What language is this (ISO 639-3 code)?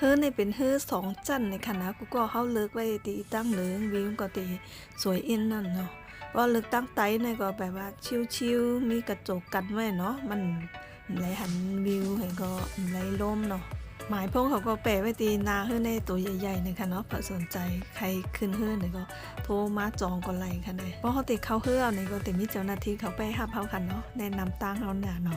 shn